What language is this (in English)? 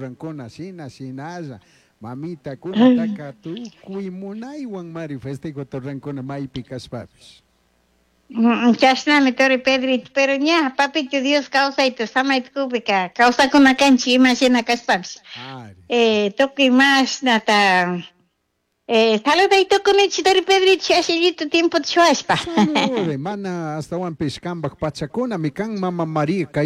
Chimborazo Highland Quichua